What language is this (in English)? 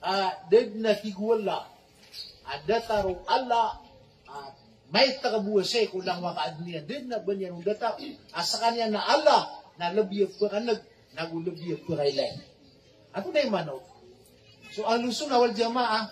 Maranao